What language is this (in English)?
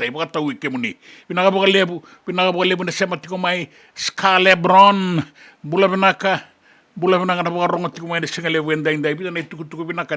Fijian